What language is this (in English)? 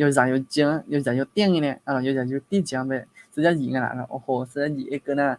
Akha